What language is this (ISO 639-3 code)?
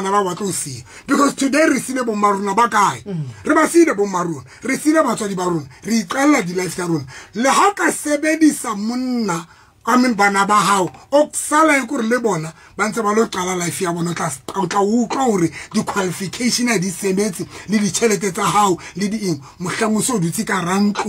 sot